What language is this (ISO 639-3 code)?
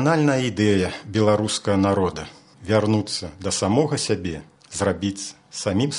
bel